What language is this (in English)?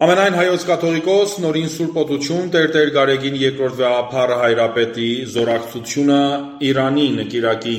Armenian